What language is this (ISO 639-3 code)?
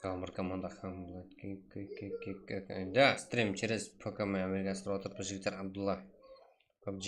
kaa